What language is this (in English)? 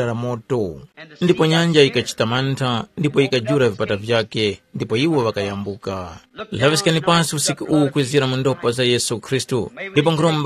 Tumbuka